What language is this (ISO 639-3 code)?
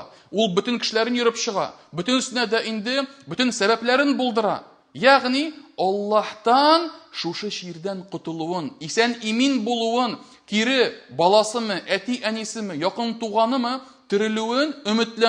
tat